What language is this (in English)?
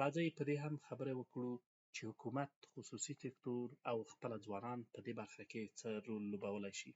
Pashto